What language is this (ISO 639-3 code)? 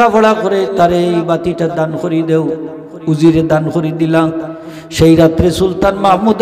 syl